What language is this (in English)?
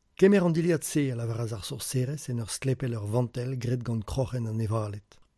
Breton